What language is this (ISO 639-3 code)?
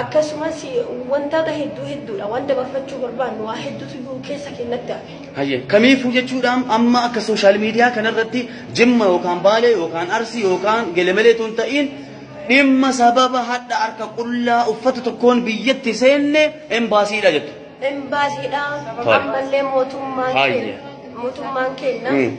orm